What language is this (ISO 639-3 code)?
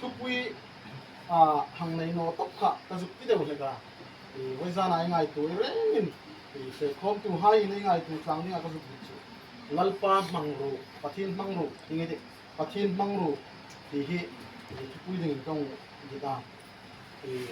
hmr